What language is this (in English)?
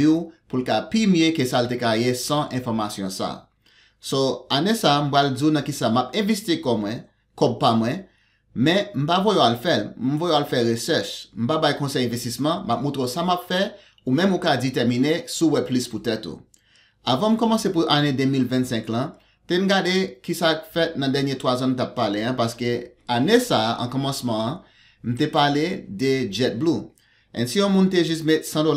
Haitian Creole